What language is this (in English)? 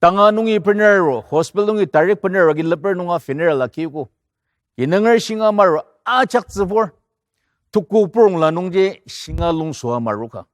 Ao Naga